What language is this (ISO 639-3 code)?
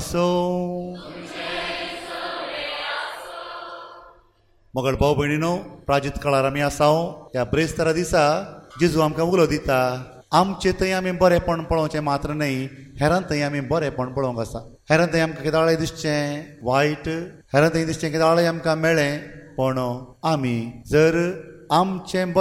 kok